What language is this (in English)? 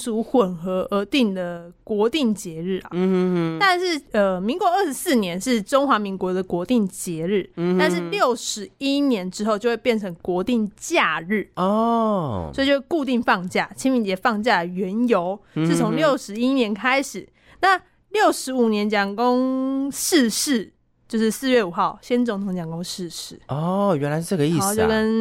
Chinese